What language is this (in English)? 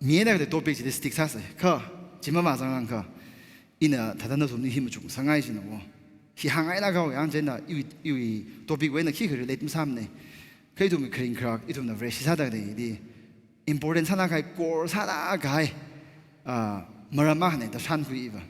Tangkhul Naga (India)